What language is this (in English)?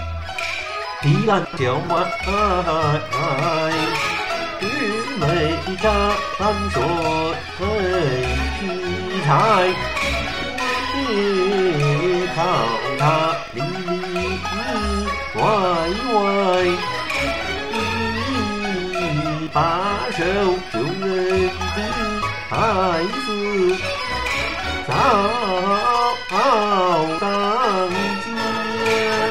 Chinese